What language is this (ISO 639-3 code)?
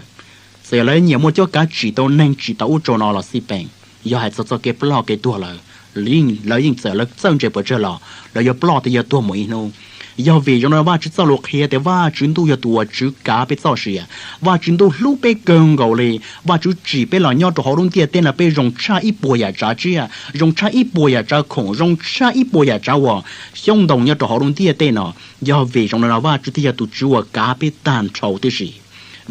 hmn